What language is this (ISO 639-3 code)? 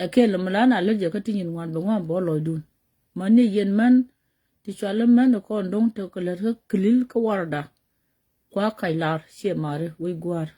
nus